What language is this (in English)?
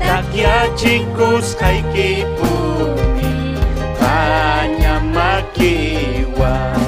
Ayacucho Quechua